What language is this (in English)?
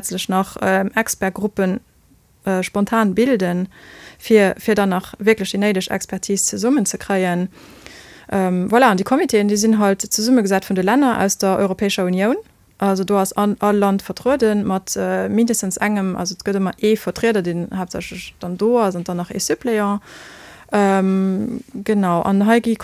Luxembourgish